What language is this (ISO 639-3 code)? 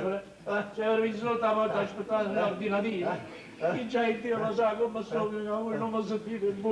nap